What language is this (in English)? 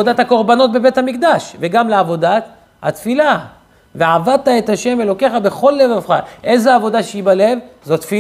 Hebrew